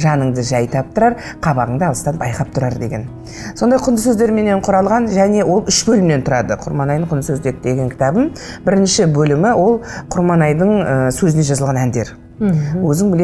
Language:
Kazakh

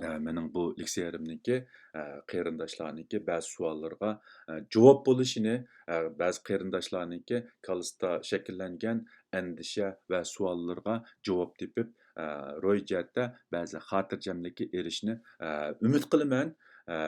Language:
Uyghur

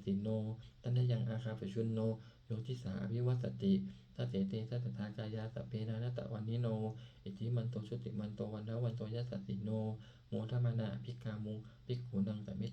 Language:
Pali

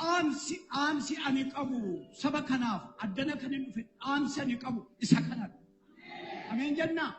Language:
Oromo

